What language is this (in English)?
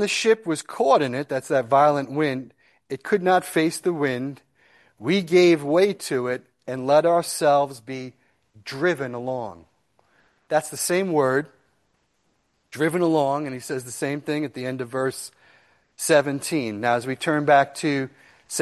English